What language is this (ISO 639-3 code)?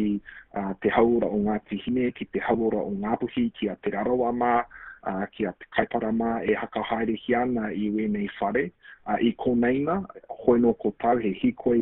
mri